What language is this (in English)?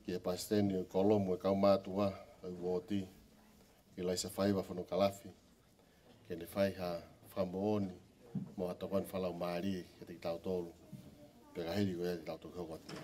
Tongan